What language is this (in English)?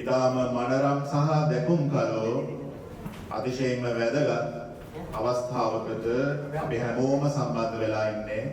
Sinhala